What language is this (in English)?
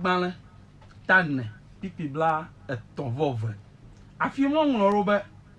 Ewe